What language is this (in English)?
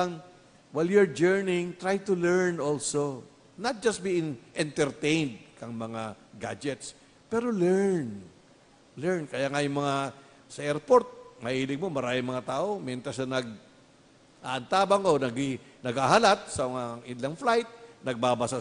Bikol